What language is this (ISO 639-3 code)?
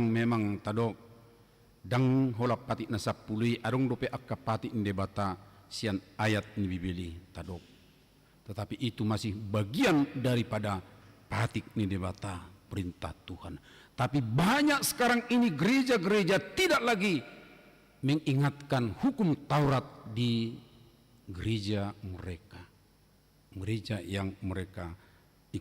bbc